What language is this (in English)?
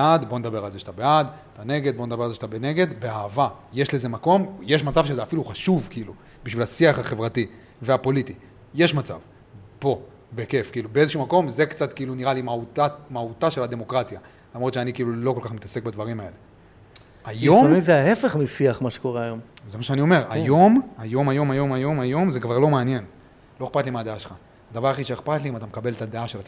Hebrew